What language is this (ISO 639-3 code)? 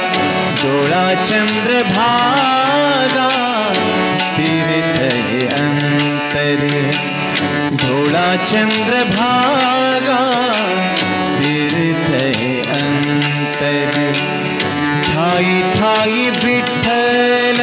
mar